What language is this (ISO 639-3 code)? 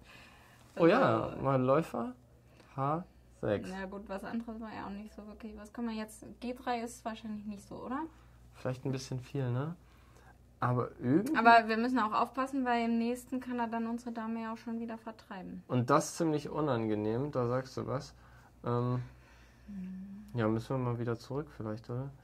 deu